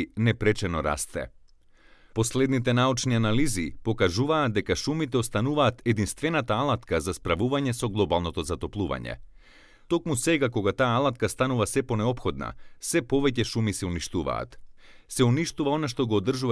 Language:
Macedonian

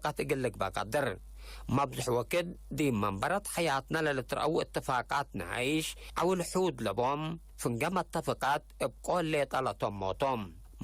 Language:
Tigre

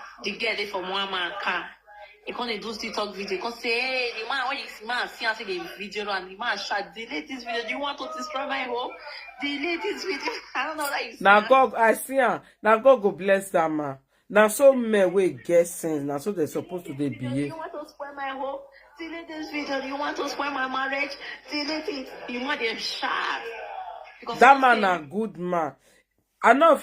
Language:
Nigerian Pidgin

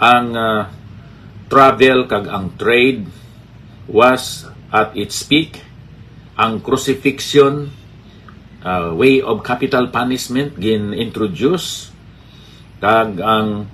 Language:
Hiligaynon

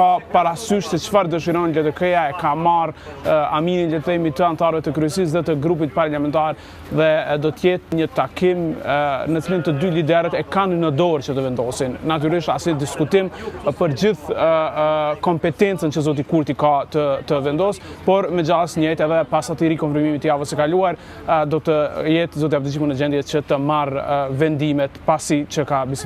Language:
Albanian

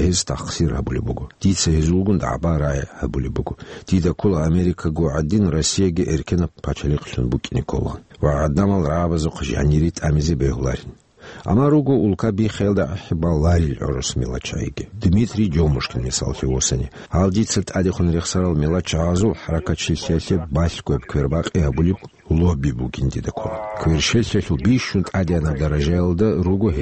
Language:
Avaric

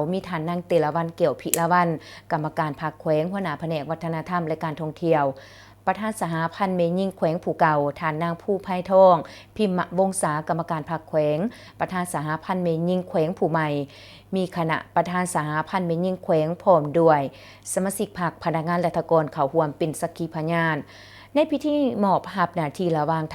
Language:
Lao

